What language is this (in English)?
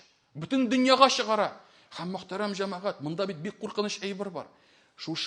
Tatar